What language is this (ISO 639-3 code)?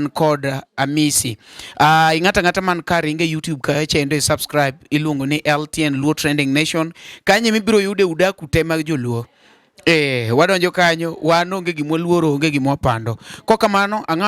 luo